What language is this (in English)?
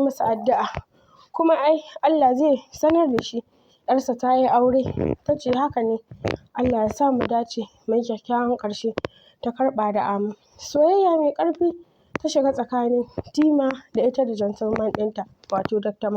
Hausa